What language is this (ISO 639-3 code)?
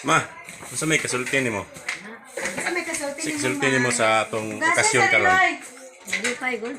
ceb